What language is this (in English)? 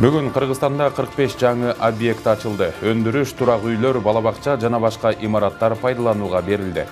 Kyrgyz